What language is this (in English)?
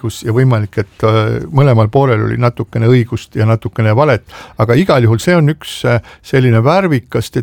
Estonian